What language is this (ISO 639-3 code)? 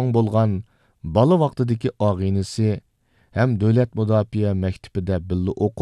uig